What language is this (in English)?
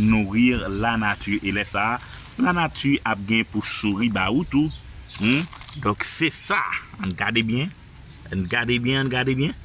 Haitian Creole